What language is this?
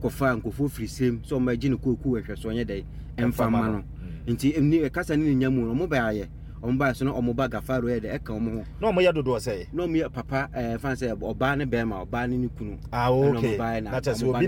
Akan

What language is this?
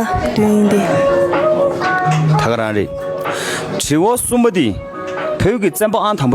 Tibetan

